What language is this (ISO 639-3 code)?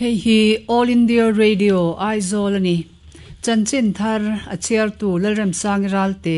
lus